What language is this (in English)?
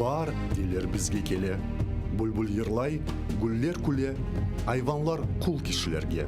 Crimean Tatar